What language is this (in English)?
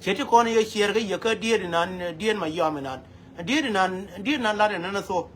Nuer